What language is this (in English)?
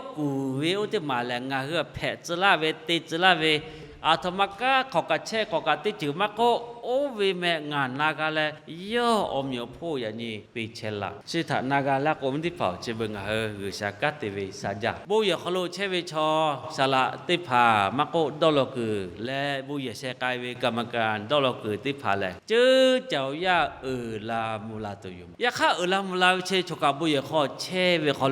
Lahu